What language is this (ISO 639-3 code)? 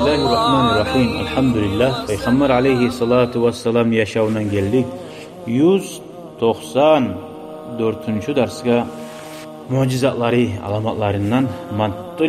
kum